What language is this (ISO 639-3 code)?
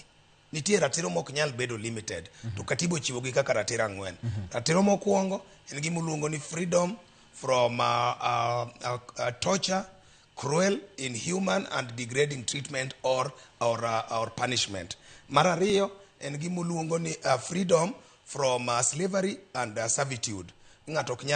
luo